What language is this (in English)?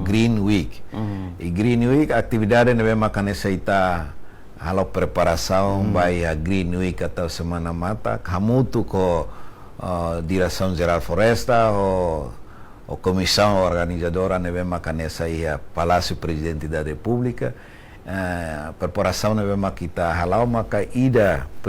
Tetum